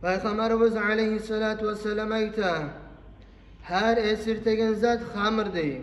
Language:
Kumyk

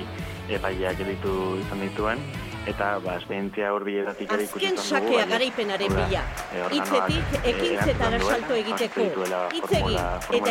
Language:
Basque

